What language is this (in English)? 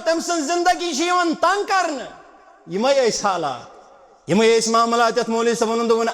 Kashmiri